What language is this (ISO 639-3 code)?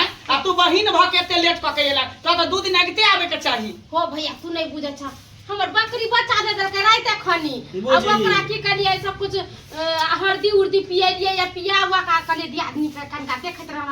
mai